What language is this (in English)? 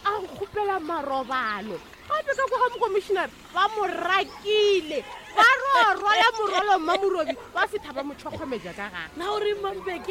Northern Sotho